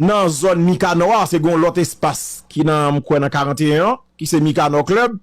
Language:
Haitian Creole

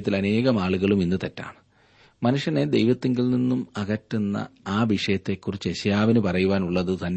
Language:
Malayalam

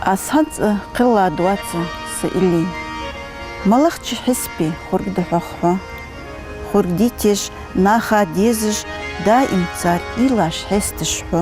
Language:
Ingush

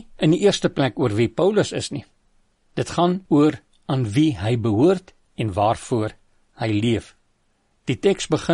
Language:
Afrikaans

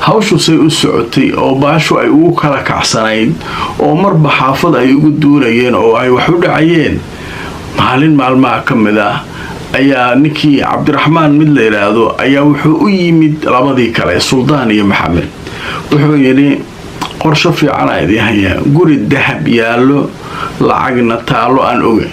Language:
Somali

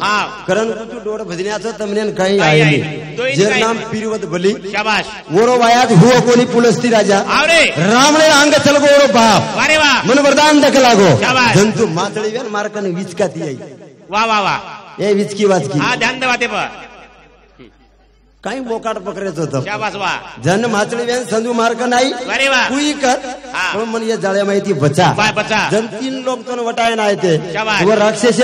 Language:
Lambadi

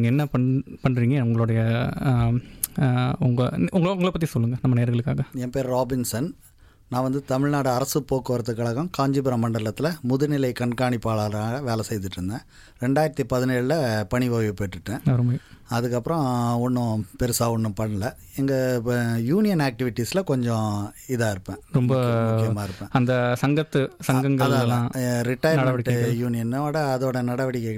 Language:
Tamil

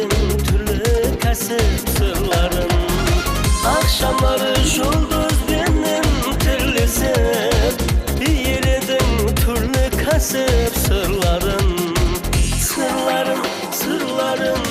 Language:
Kara-Kalpak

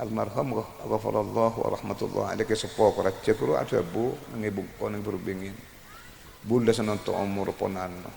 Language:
Madurese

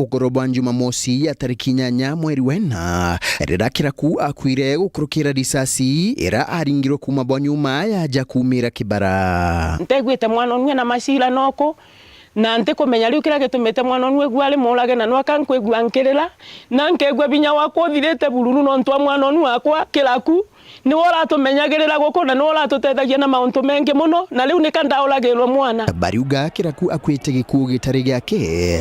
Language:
Meru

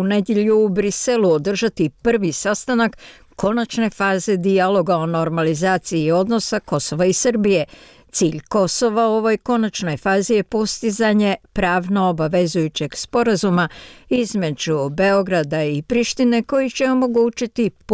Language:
Bosnian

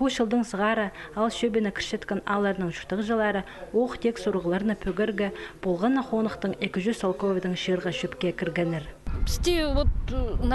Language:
Khakas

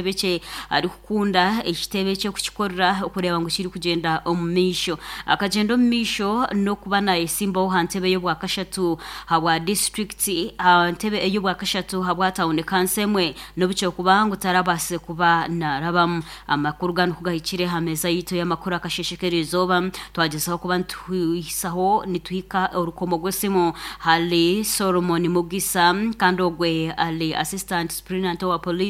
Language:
Nyankole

